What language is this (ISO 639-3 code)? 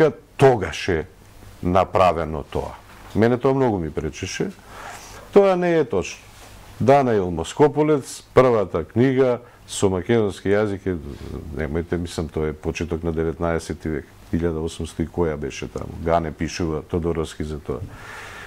mkd